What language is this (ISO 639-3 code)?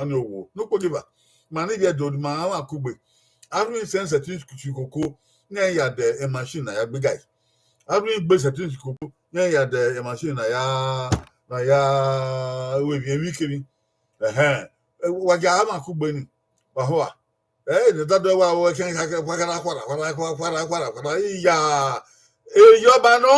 bin